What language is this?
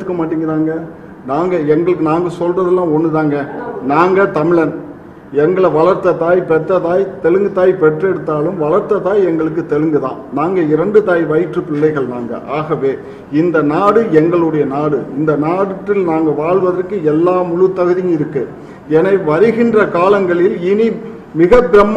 Tamil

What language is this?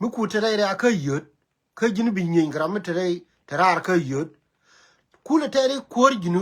Nuer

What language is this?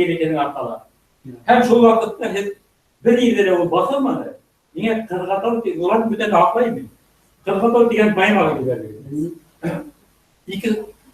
Bashkir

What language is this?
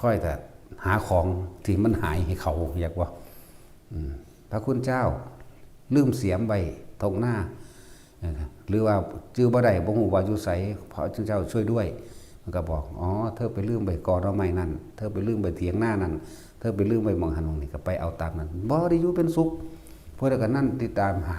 Northeastern Thai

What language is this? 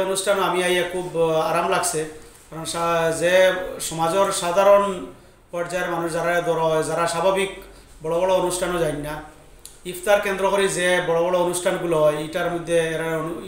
Sylheti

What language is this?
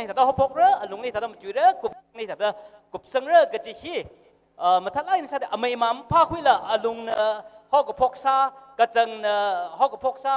Tangkhul Naga (India)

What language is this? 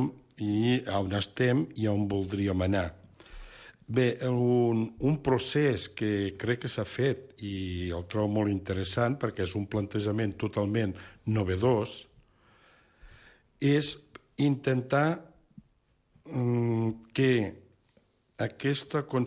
Catalan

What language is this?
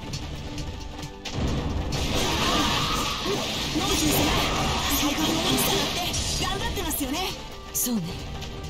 Japanese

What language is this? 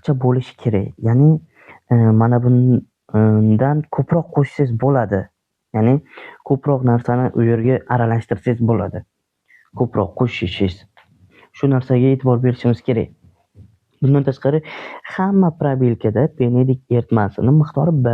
Uzbek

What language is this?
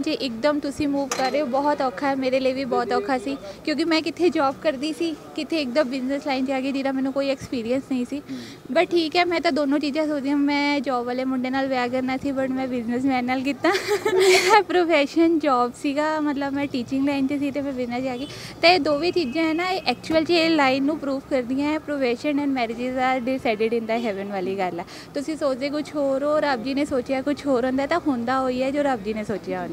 Punjabi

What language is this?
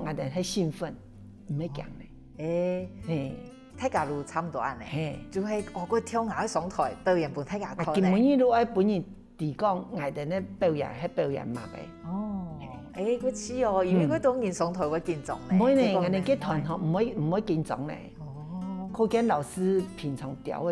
Hakka Chinese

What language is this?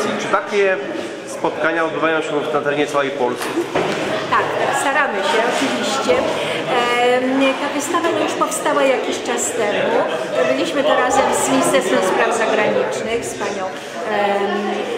Polish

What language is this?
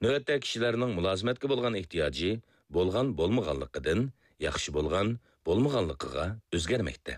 Uyghur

